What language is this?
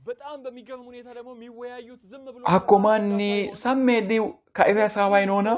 Sidamo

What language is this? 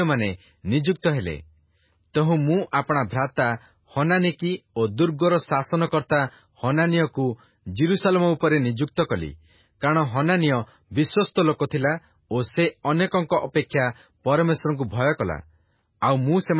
Odia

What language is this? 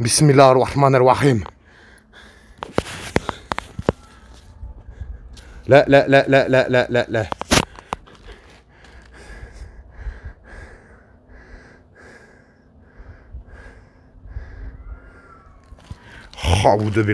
French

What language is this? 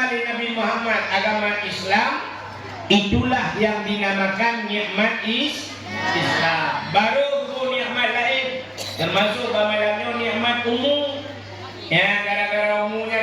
Achinese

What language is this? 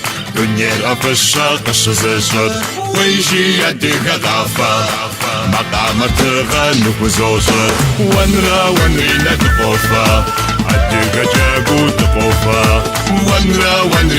Kabardian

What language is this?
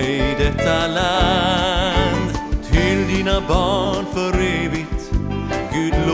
Swedish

